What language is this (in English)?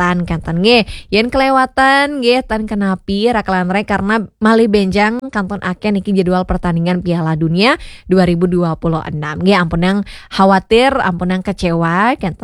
Balinese